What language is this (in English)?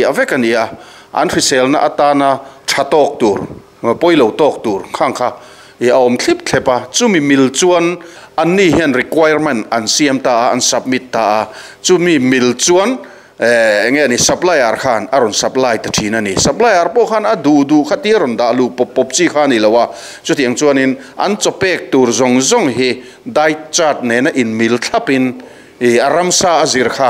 Mizo